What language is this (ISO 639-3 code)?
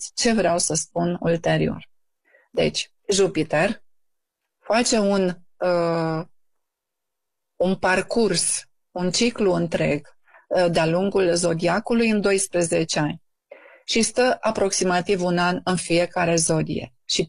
ron